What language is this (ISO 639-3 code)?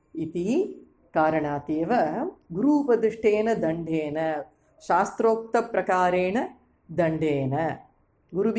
san